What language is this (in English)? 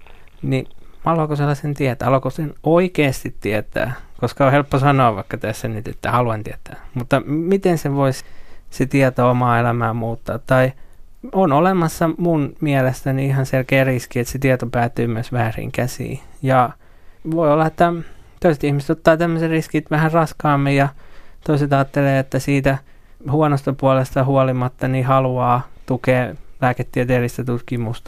Finnish